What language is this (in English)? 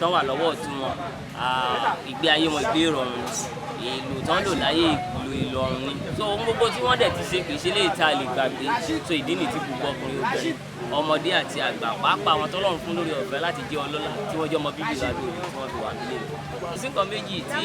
Yoruba